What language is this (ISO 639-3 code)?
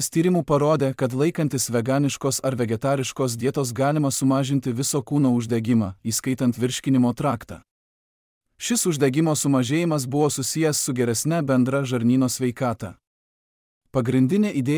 lit